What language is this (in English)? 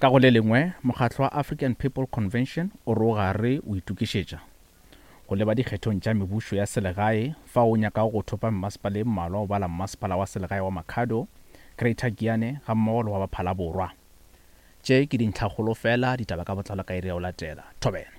Northern Sotho